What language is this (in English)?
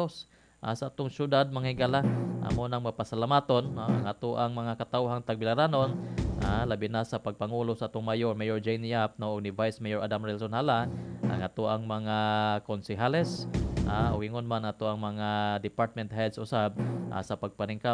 Cebuano